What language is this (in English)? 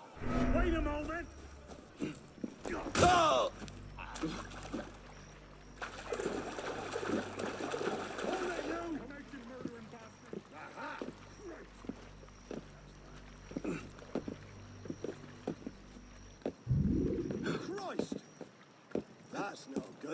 English